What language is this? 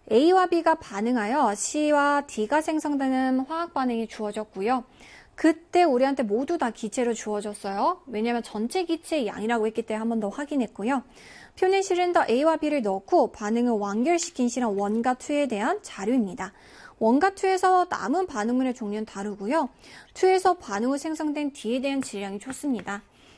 Korean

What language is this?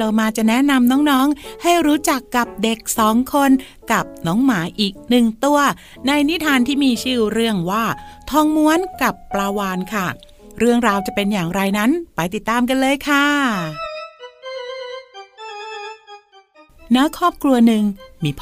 Thai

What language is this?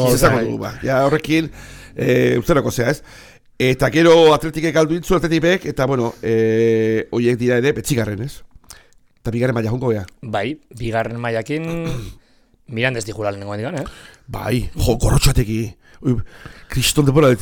Basque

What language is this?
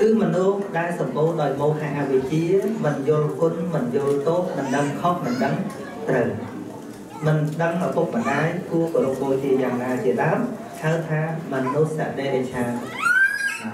Khmer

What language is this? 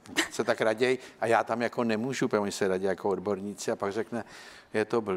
Czech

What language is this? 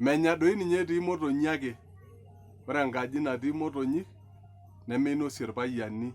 Masai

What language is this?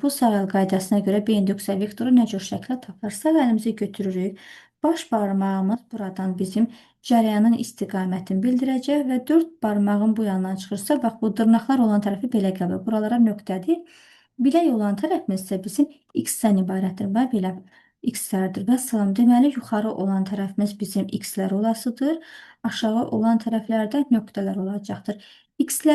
Azerbaijani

